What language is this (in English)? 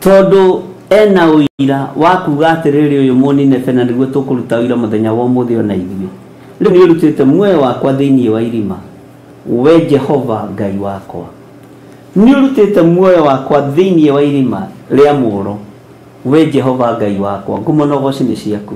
Kikuyu